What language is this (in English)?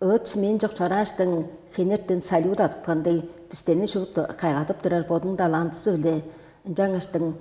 Tuvinian